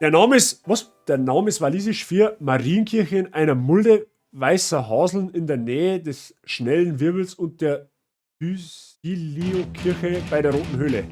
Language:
Bavarian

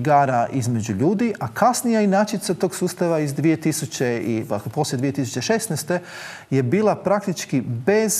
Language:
Croatian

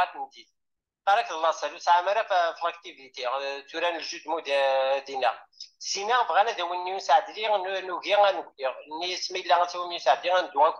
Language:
Kabyle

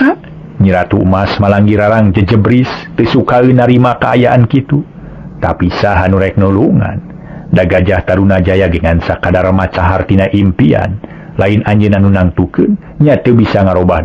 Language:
Sundanese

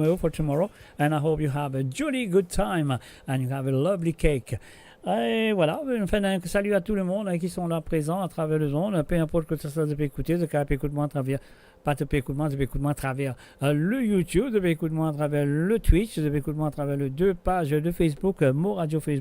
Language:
Morisyen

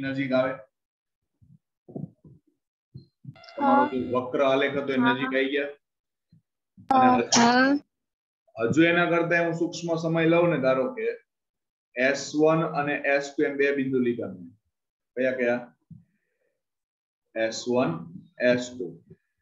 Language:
Gujarati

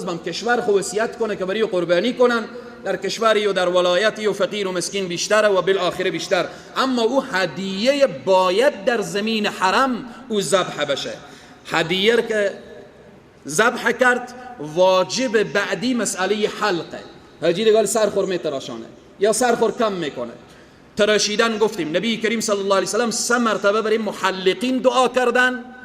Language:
Persian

